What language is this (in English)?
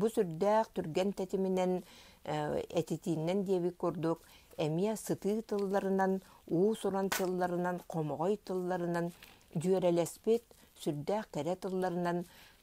Yakut